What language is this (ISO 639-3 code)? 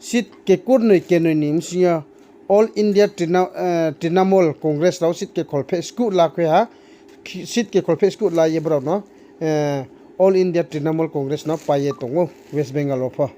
ria